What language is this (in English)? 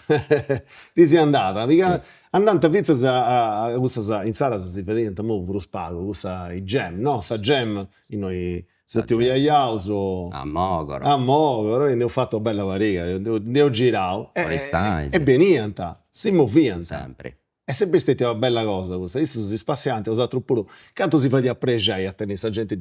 Sardinian